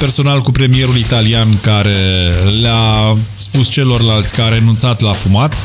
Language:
Romanian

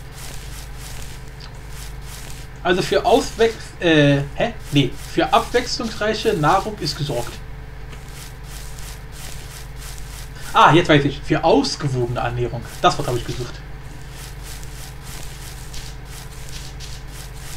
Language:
German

